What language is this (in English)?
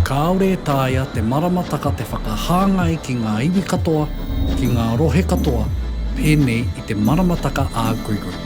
Māori